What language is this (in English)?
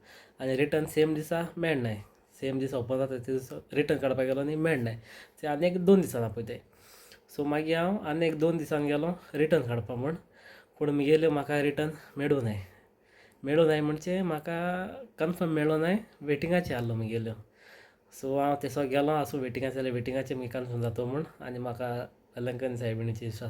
Konkani